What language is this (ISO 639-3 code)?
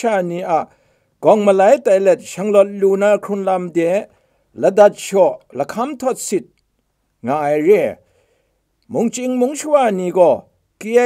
kac